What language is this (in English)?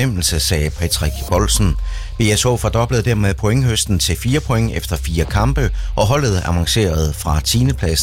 Danish